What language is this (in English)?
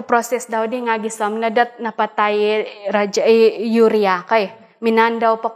Central Dusun